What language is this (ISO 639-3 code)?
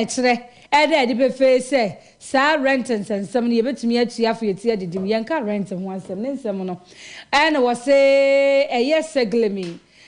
aka